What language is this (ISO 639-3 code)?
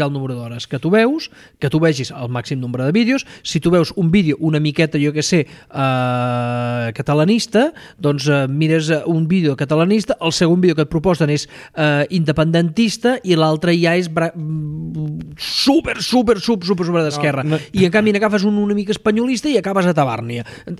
cat